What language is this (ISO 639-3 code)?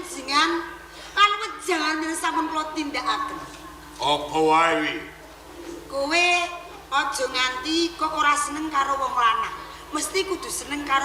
jav